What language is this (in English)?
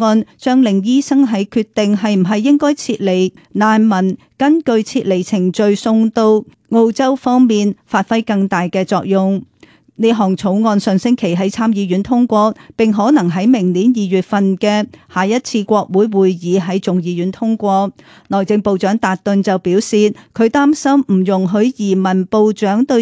Cantonese